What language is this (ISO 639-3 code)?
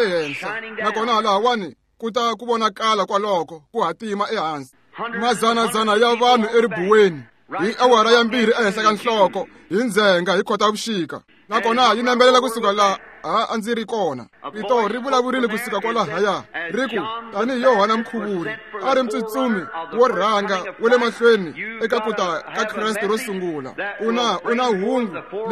tso